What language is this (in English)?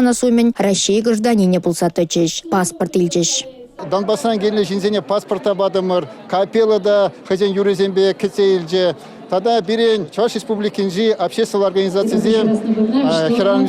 Chuvash